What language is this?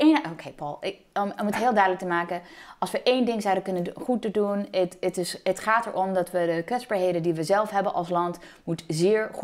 Dutch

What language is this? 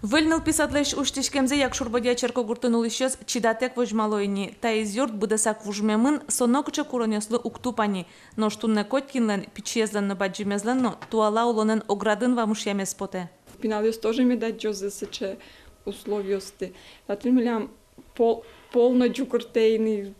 Udmurt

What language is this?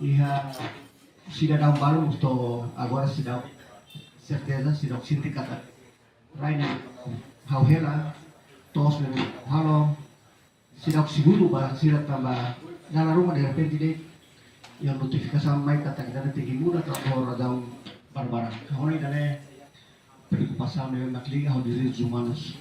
Tetum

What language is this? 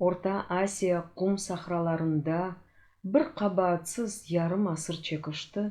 Crimean Tatar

